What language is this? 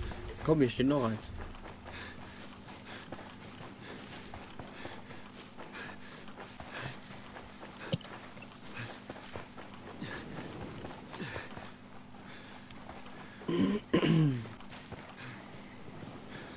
German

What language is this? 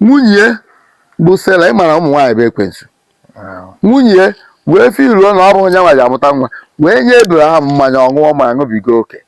Igbo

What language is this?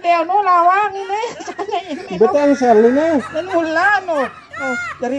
Sasak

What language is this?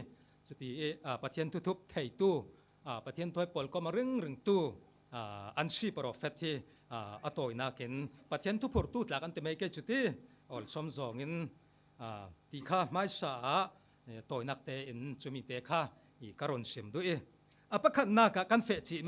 Falam Chin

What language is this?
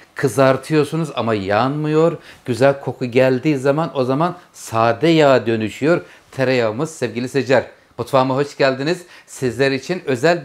Turkish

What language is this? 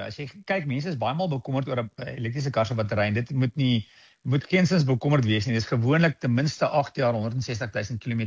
Afrikaans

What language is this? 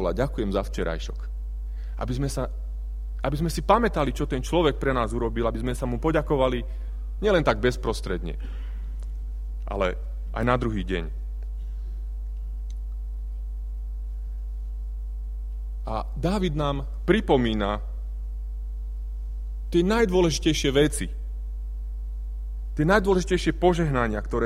Slovak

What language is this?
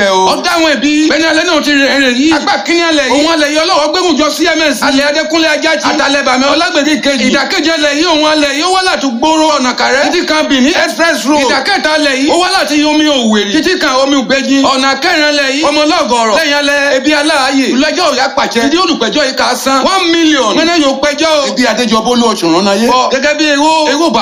Yoruba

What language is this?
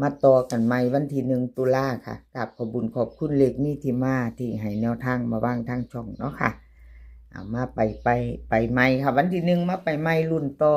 Northeastern Thai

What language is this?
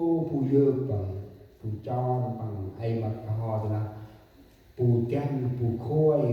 Central Mnong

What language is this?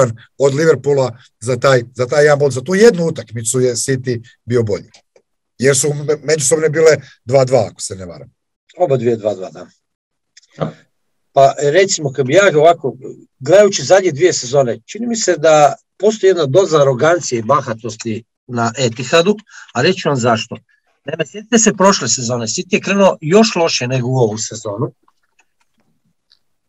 Croatian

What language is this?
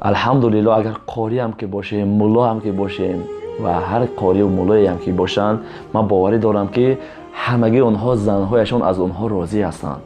Tajik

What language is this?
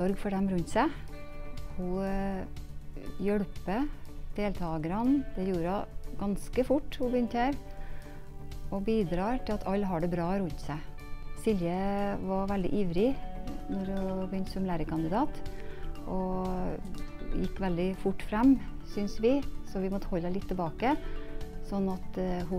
Norwegian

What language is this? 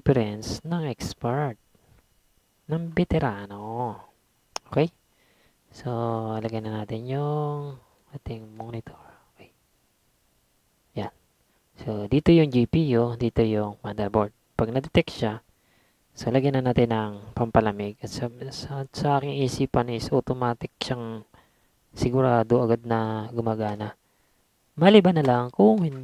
Filipino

